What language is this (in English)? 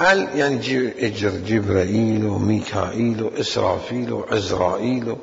Mesopotamian Arabic